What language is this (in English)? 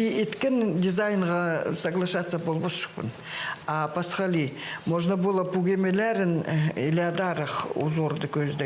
Khakas